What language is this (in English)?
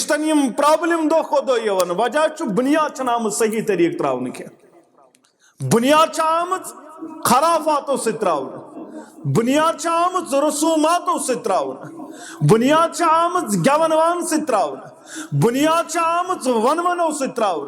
Kashmiri